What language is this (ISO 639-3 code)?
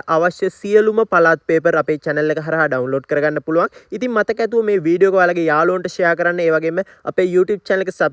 sin